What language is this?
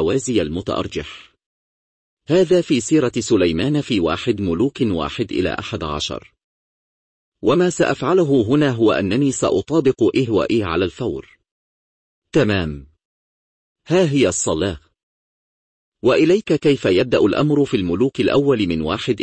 Arabic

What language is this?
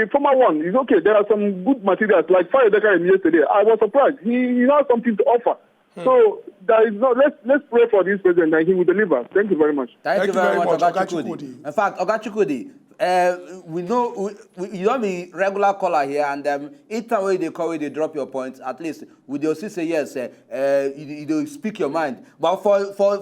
Nigerian Pidgin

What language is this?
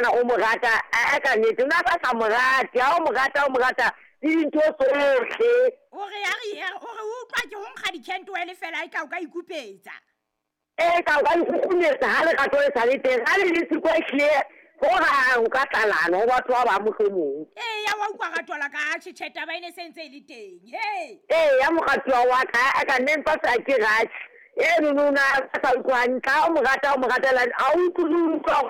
Southern Sotho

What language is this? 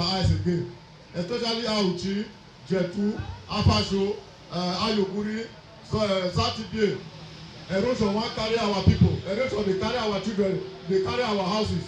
Nigerian Pidgin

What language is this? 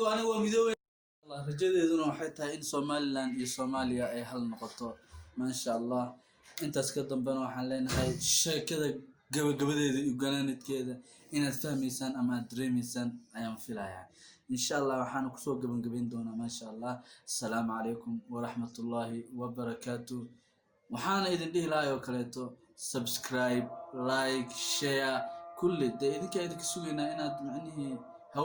Somali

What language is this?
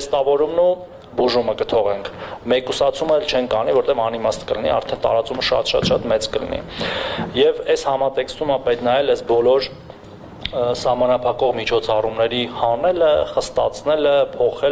Armenian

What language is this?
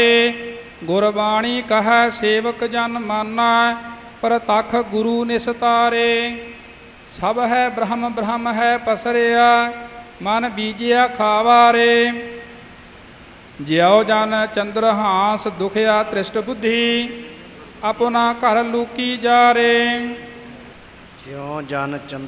Punjabi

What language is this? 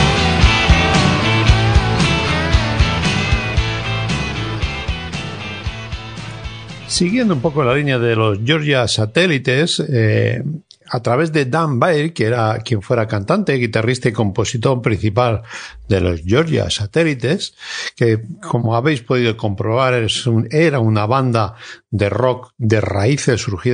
Spanish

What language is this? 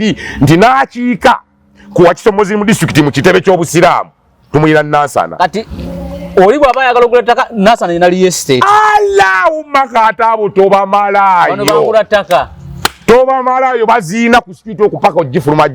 Ganda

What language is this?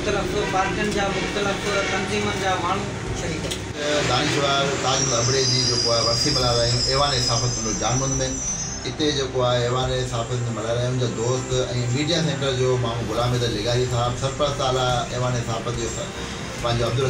Sindhi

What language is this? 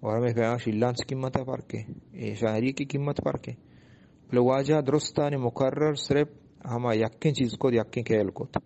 Eastern Balochi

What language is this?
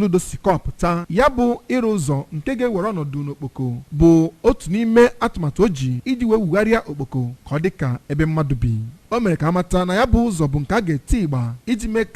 Igbo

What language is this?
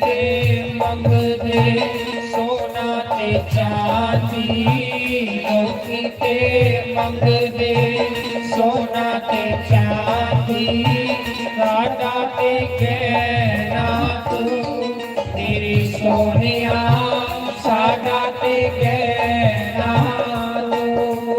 Dogri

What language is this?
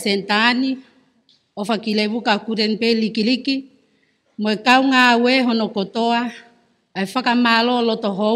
Tongan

